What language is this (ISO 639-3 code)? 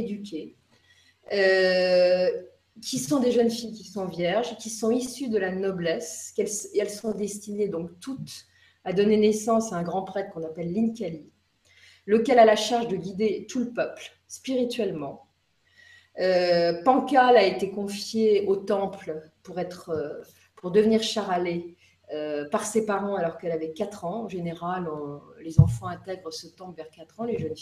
fra